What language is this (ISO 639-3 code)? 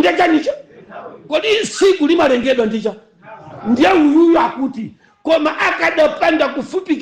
nya